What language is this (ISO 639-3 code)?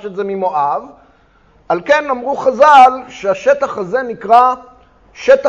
heb